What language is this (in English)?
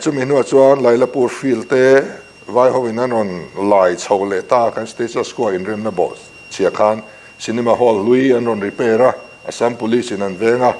Mizo